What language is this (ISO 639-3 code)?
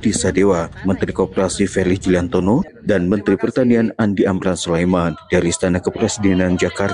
ind